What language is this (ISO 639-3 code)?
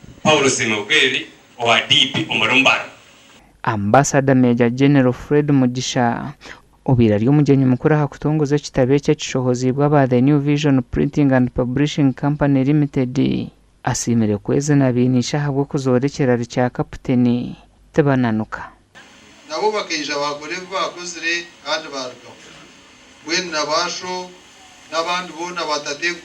nyn